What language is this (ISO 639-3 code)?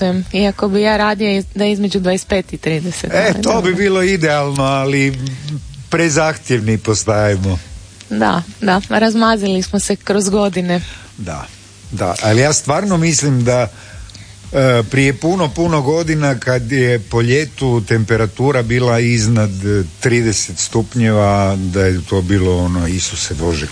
hrv